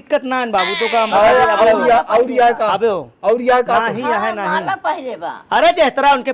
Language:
Awadhi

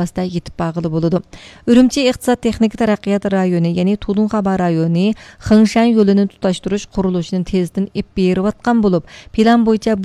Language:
Uyghur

